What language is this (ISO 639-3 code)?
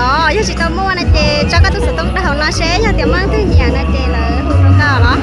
hmn